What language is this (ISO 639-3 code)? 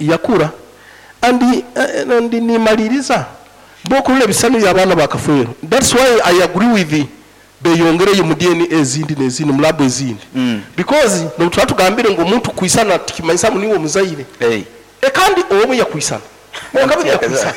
nyn